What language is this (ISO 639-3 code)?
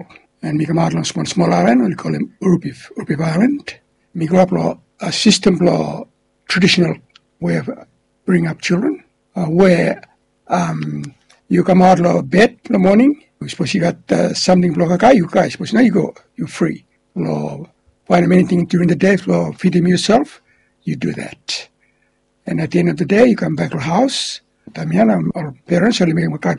bis